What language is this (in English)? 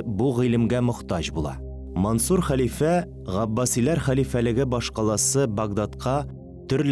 Tatar